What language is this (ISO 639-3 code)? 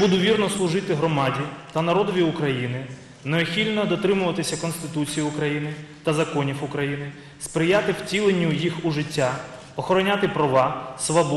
ukr